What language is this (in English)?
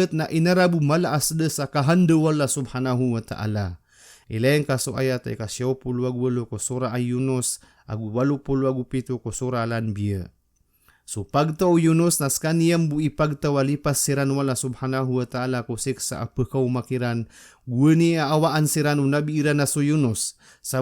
Maranao